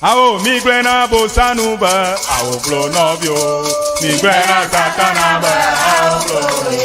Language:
Ewe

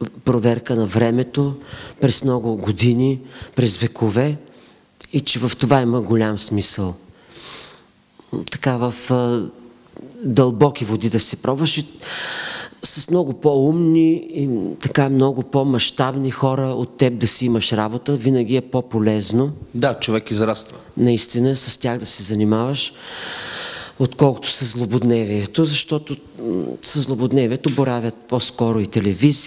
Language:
Bulgarian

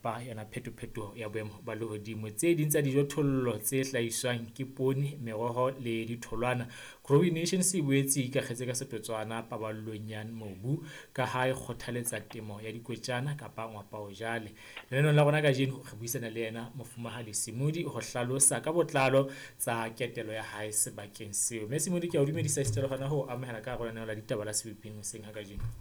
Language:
Southern Sotho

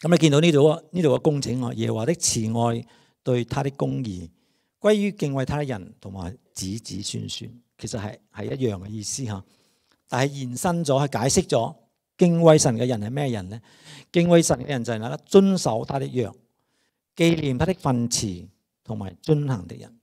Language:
Cantonese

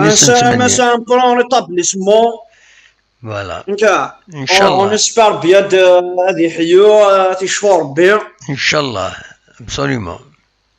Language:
Kabyle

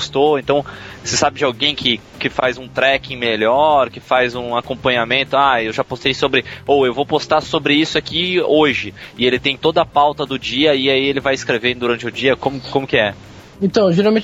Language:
Portuguese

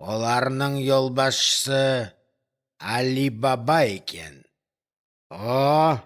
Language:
Crimean Tatar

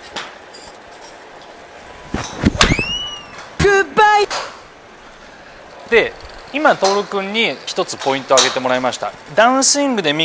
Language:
Japanese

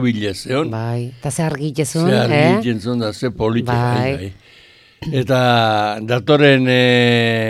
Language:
Basque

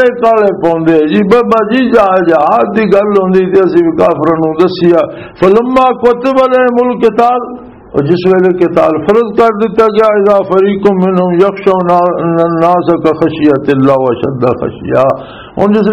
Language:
Western Panjabi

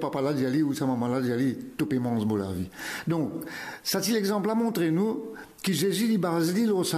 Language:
Morisyen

